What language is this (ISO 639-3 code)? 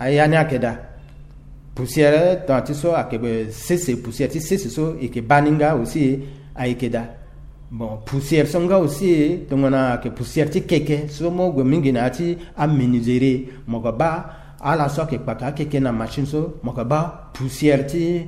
sag